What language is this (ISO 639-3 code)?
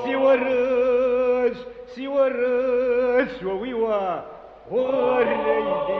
kbd